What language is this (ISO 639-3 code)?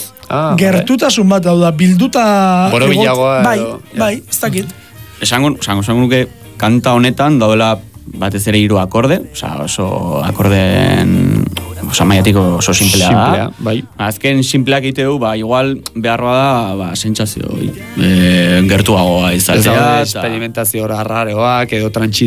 eus